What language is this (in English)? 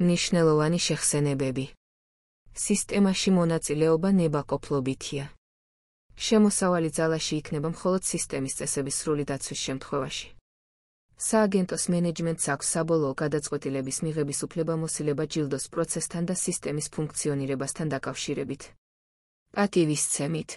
Georgian